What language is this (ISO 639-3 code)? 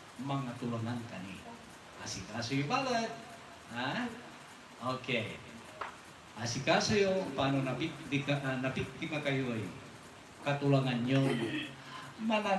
pag